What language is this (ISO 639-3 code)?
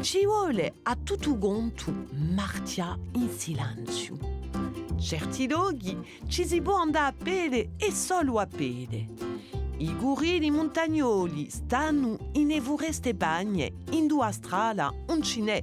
cos